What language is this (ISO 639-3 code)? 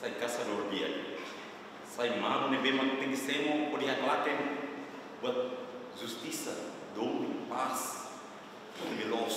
tet